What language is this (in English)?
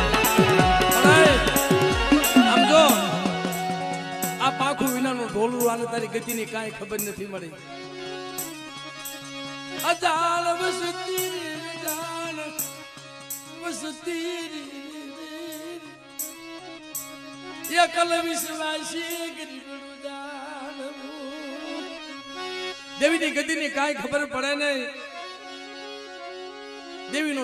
Gujarati